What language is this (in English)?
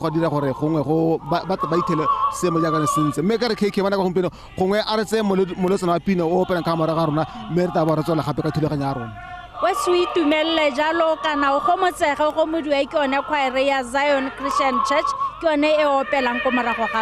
Tswana